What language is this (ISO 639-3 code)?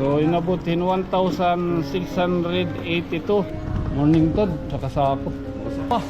war